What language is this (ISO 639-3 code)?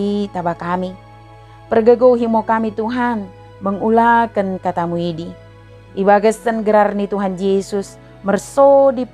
btd